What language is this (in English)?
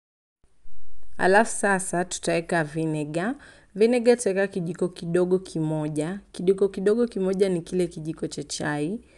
Swahili